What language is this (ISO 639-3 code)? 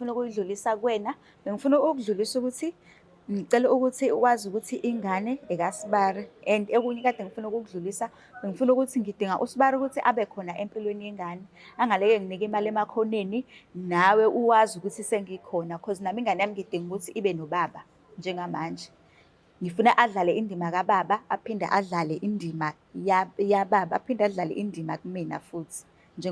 zul